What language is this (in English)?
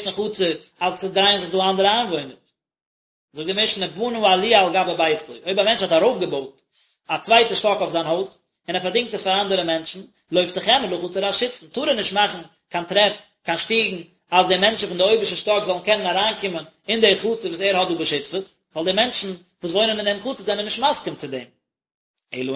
Yiddish